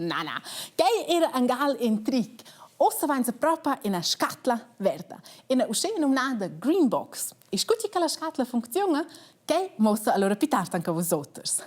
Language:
Romansh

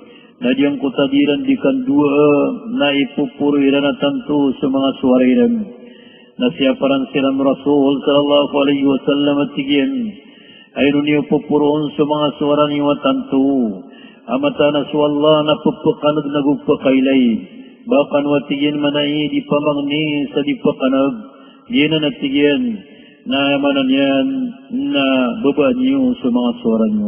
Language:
Maranao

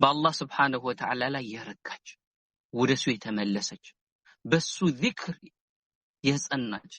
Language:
Amharic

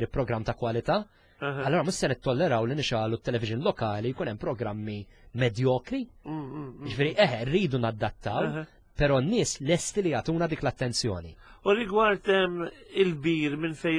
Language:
Maltese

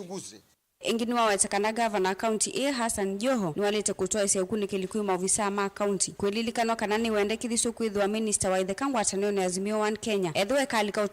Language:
Kamba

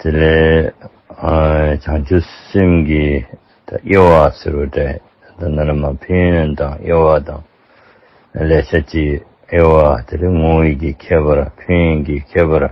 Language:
Dzongkha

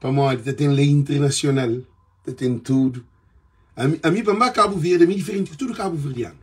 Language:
Kabuverdianu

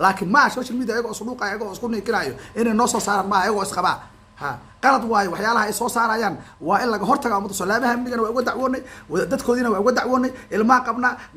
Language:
Somali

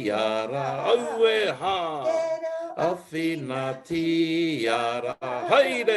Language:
Māori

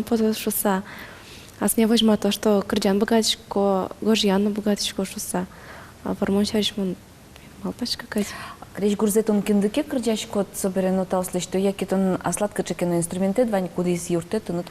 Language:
Udmurt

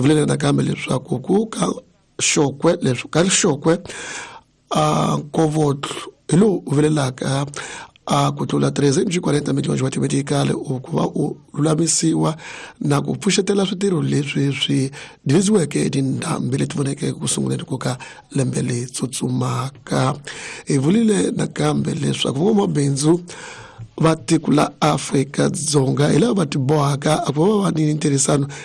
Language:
Tsonga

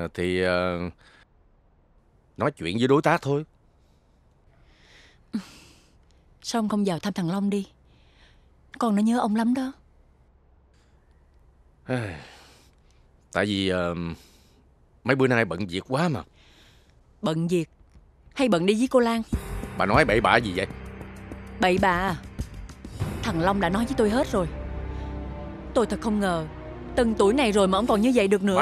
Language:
Vietnamese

